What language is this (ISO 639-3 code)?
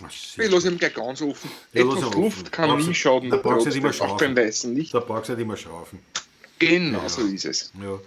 bar